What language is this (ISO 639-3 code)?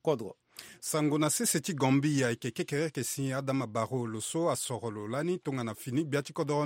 sag